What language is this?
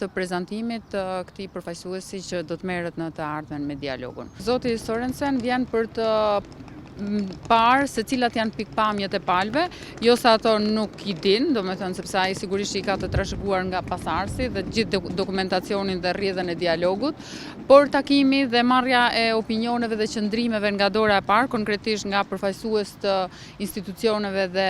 Albanian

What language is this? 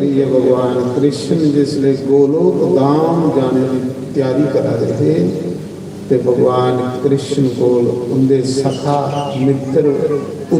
Dogri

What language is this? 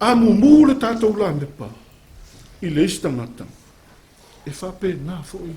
Samoan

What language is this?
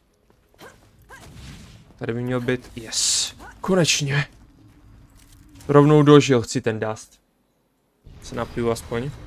Czech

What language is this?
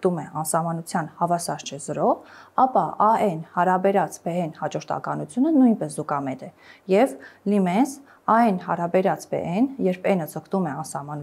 Armenian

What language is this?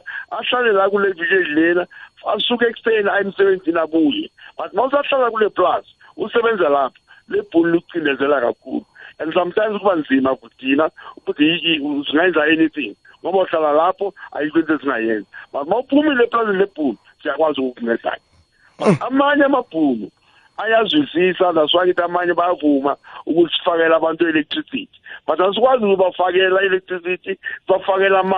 South Ndebele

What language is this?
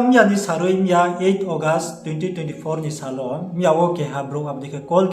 Riang (India)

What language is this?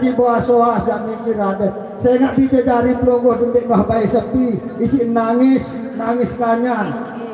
Sasak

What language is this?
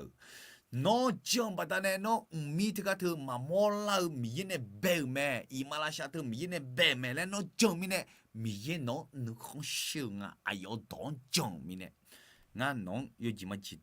Akha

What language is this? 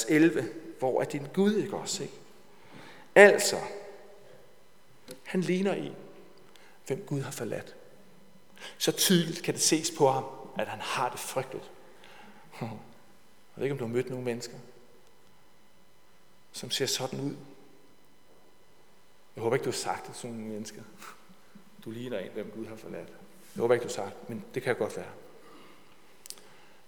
Danish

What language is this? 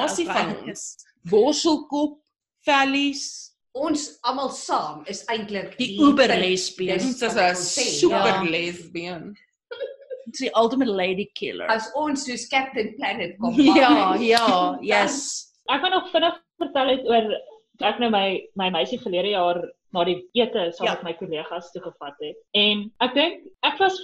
Afrikaans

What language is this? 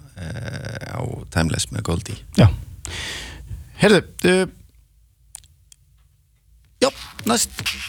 Icelandic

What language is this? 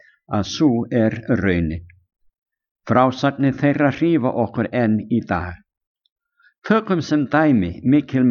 Icelandic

